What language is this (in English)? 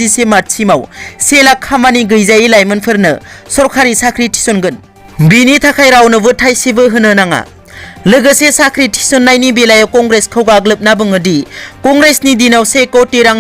Bodo